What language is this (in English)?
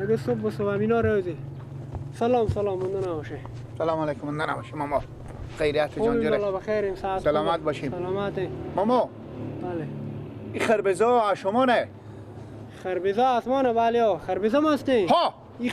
Persian